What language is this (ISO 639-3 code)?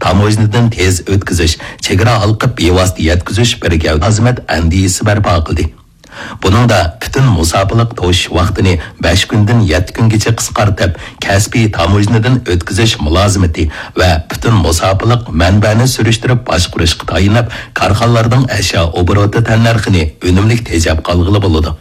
uig